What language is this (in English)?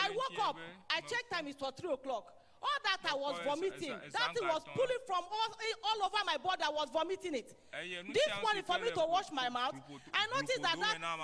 Ewe